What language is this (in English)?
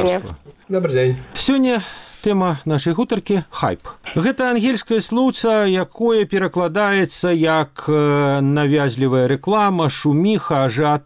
Belarusian